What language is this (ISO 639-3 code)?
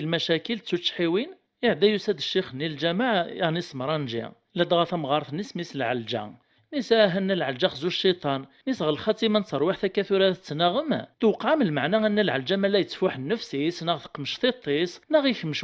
kab